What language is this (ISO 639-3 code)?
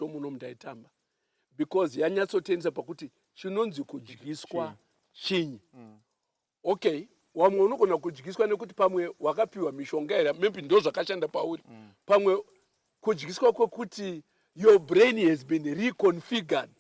sna